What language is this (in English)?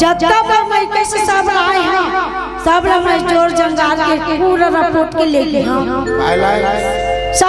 Chhattisgarhi